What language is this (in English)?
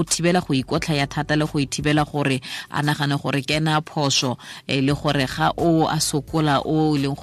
Tswana